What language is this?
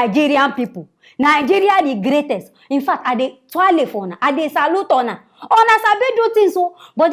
Nigerian Pidgin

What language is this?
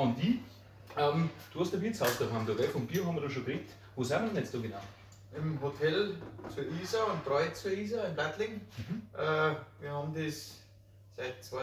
Bavarian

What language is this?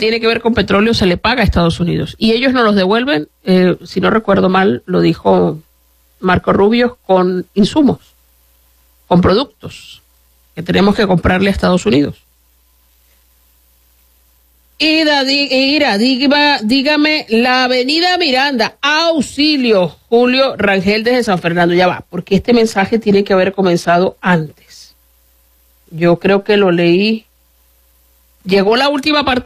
Spanish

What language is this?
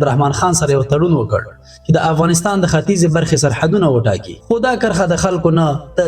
Pashto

